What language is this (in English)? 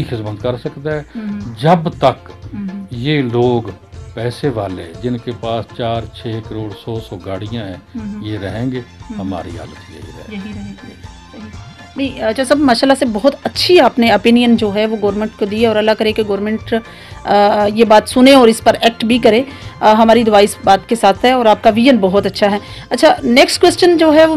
Urdu